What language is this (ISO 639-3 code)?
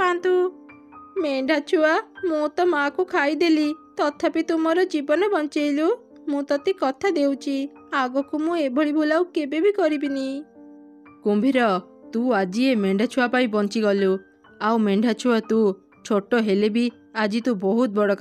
ori